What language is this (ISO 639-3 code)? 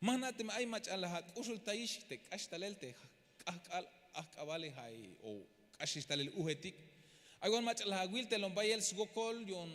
tzh